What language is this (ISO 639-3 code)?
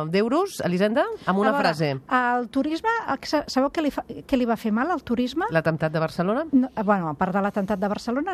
cat